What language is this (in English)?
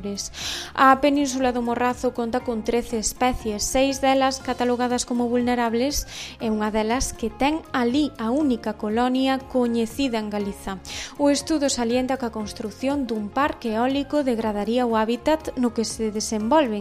Galician